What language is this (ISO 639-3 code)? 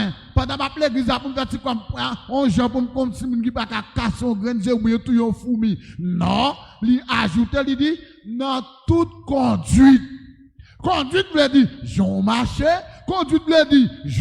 hat